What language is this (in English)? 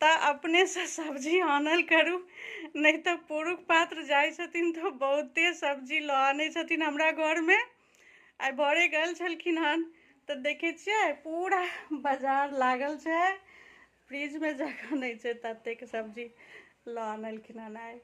Maithili